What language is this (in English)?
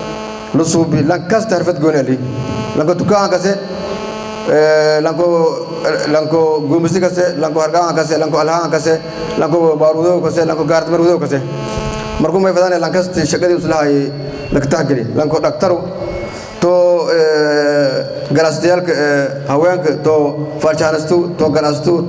Somali